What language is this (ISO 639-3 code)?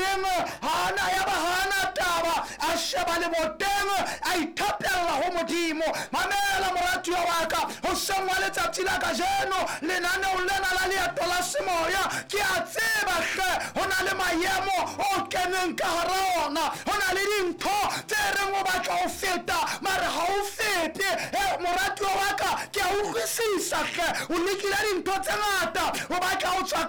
sot